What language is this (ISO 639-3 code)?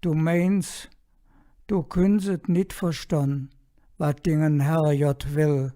ksh